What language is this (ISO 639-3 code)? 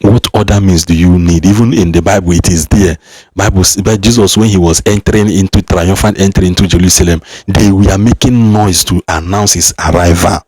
ibo